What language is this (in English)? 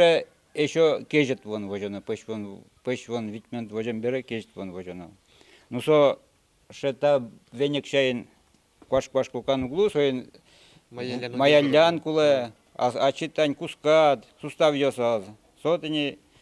Udmurt